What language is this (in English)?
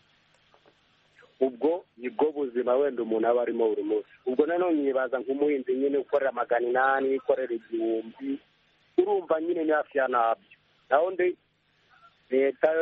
Kinyarwanda